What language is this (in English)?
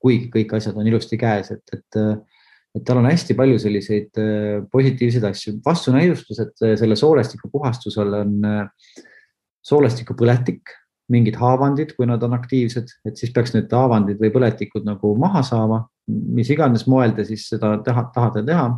Estonian